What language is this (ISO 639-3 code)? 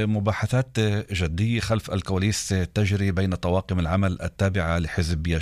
apc